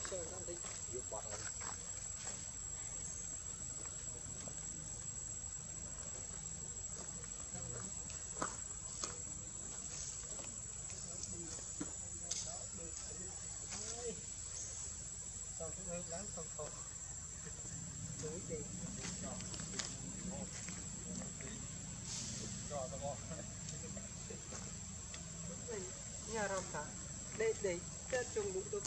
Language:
Vietnamese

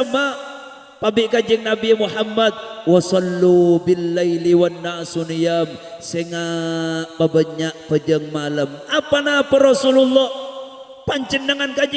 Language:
Madurese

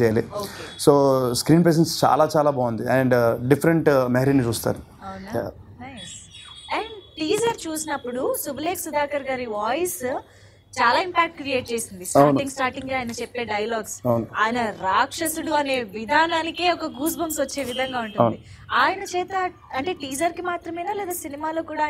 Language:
Telugu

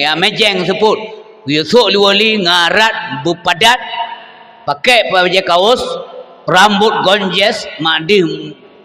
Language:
Achinese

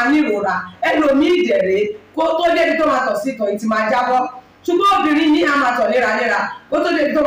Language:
Yoruba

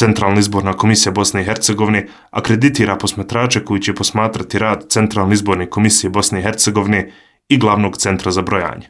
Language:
Serbian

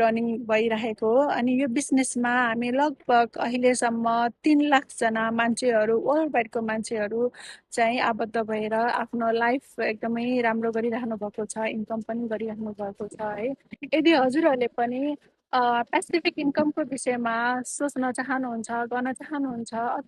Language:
Nepali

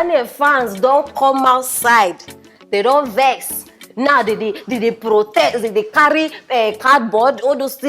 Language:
Nigerian Pidgin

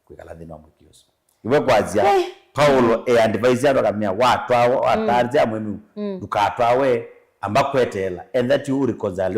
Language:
Kamba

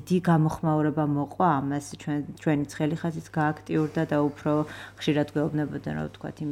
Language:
Georgian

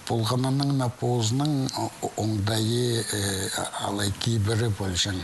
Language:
Khakas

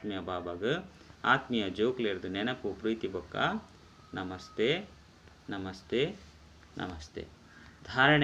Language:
Tulu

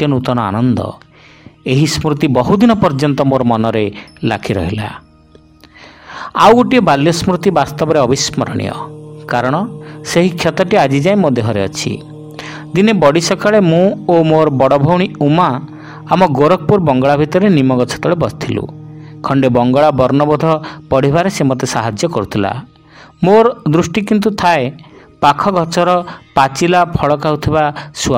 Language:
Odia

